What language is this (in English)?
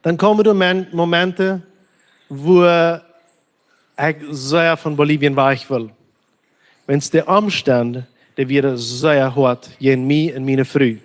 Plautdietsch